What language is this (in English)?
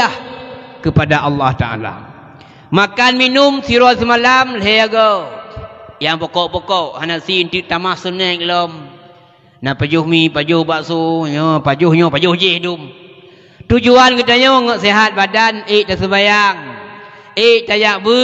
Achinese